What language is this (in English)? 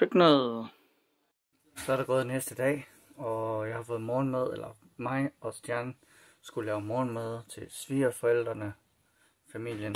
Danish